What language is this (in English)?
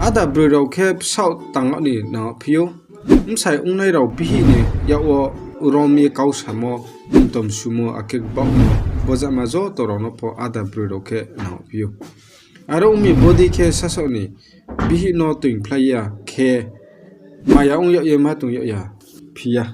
Riang (India)